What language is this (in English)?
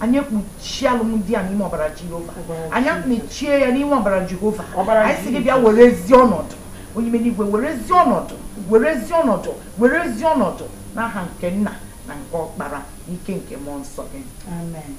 Igbo